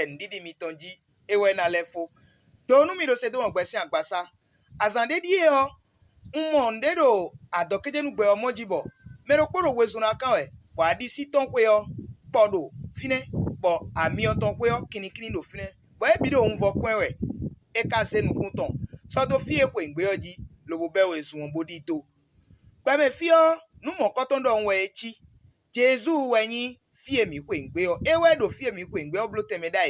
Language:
Fon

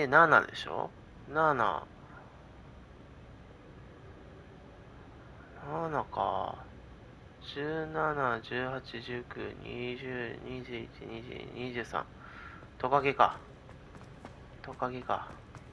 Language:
Japanese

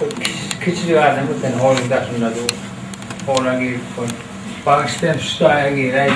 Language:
Turkmen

